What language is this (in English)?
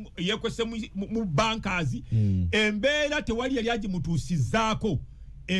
Ganda